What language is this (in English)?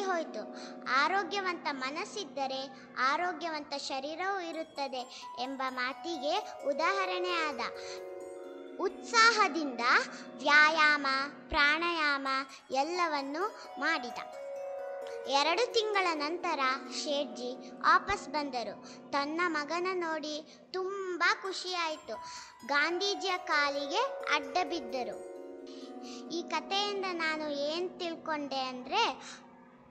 Kannada